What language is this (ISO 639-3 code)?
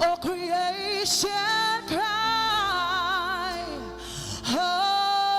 ton